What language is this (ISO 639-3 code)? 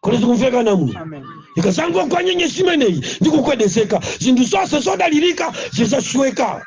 nya